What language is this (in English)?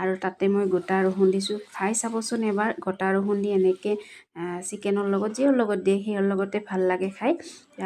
Assamese